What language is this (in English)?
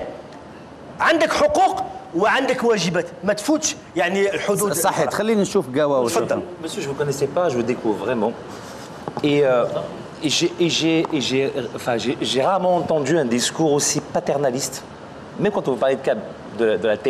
Kabyle